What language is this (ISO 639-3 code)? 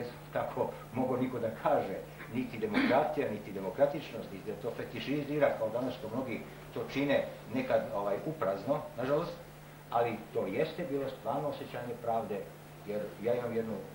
srp